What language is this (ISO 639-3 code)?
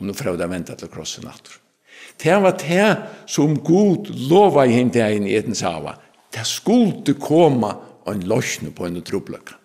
fao